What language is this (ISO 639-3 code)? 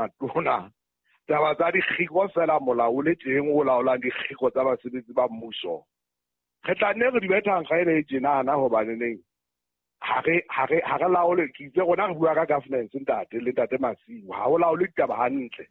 sot